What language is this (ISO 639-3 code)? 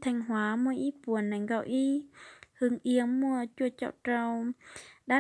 hmn